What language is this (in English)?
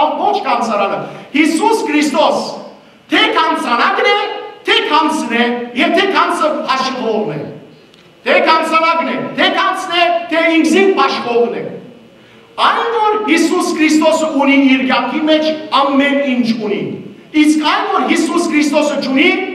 Western Armenian